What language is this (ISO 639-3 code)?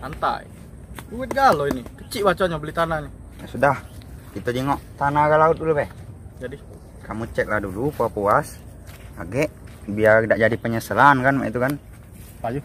mui